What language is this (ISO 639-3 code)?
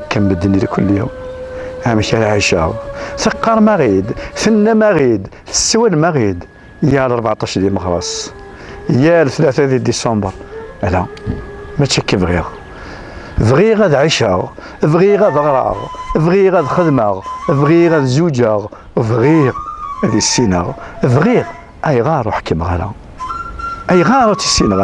kab